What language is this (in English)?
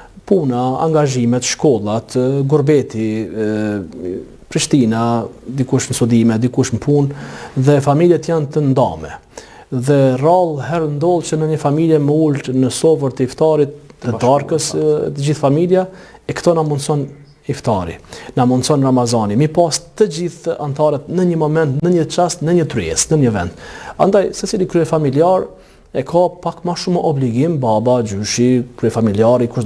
Albanian